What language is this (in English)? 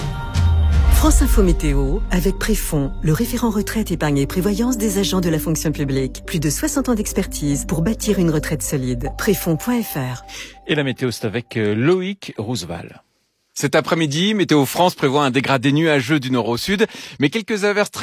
French